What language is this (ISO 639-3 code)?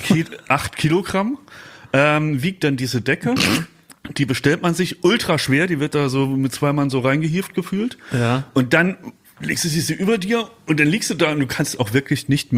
deu